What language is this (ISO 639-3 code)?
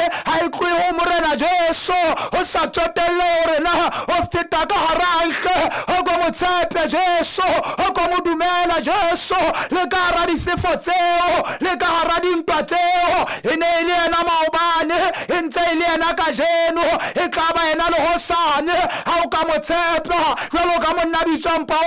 sot